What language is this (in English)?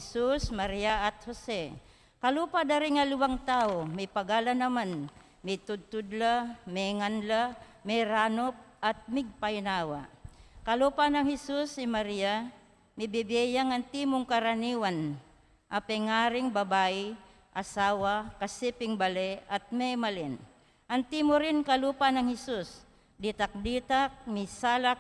Pampanga